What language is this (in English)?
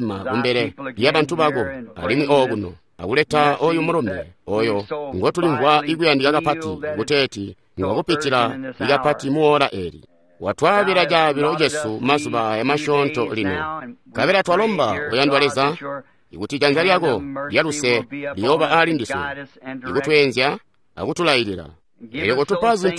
Tonga (Zambia)